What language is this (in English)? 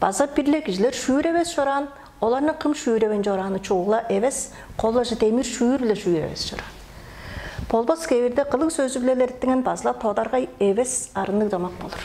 Tuvinian